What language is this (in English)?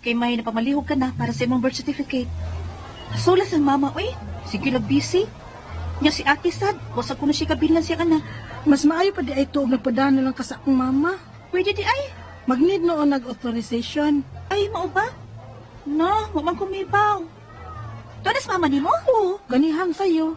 Cebuano